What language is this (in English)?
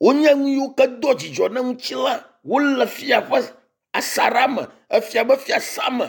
Ewe